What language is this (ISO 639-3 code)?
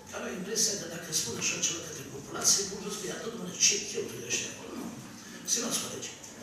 ron